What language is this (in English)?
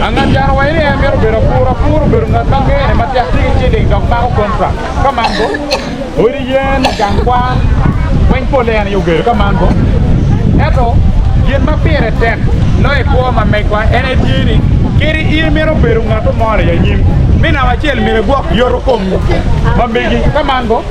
Acoli